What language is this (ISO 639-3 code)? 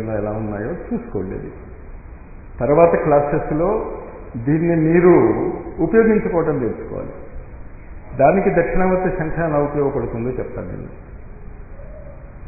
tel